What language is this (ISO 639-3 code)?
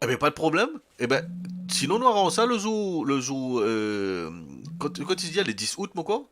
mfe